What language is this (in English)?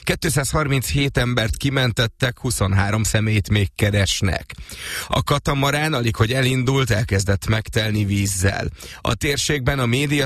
Hungarian